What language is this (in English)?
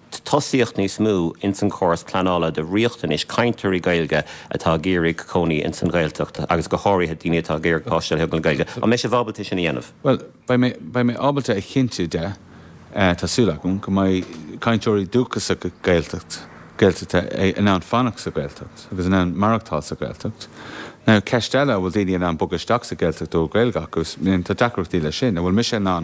Irish